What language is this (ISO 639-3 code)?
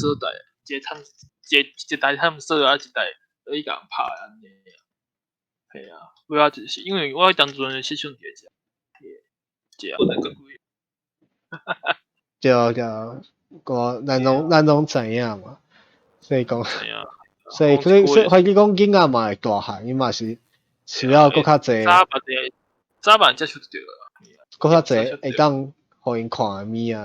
nan